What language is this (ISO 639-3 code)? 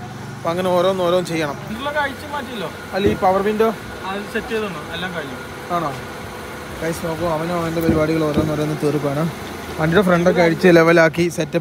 mal